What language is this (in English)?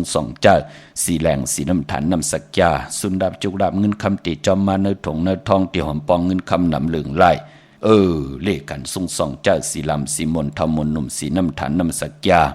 Shan